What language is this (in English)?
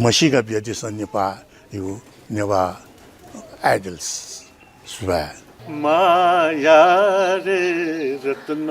Newari